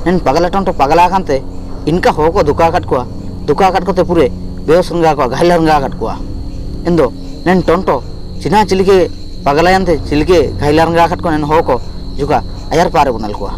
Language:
Ho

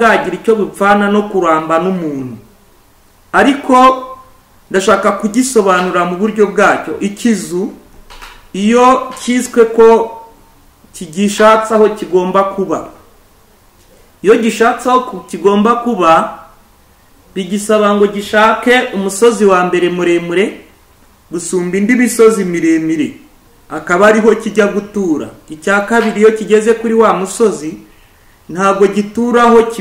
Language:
Kinyarwanda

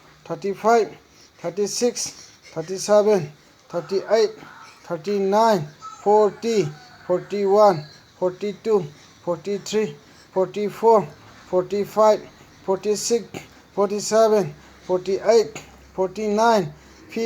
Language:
Manipuri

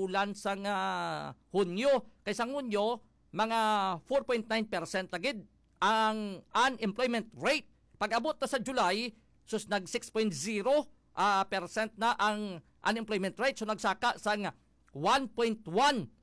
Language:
Hiligaynon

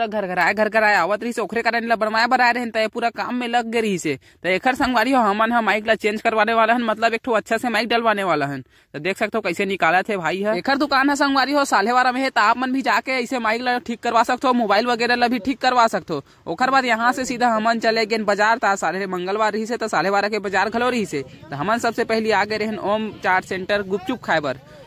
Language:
Chhattisgarhi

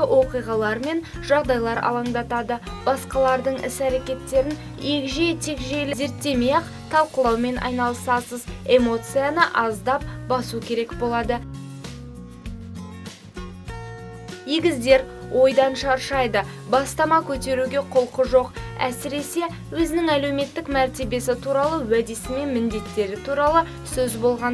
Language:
Kazakh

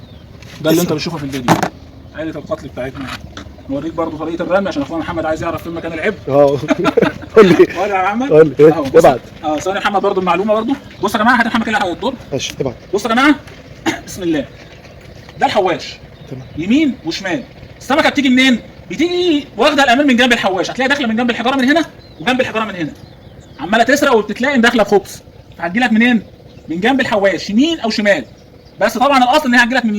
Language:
Egyptian Arabic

